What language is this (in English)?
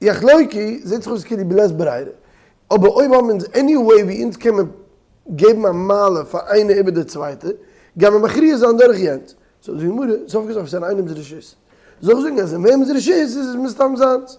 Yiddish